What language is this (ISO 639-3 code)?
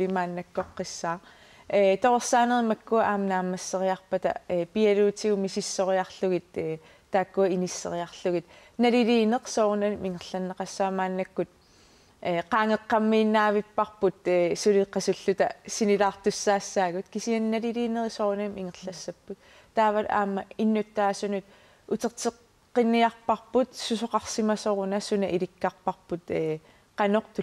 kal